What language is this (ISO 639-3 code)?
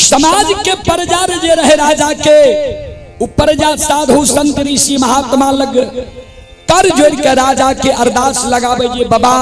mai